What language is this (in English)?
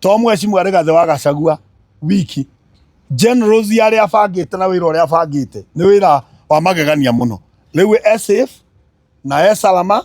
Kikuyu